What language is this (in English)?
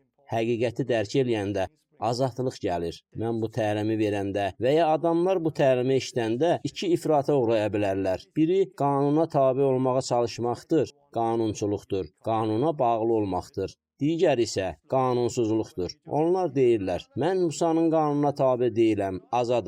Azerbaijani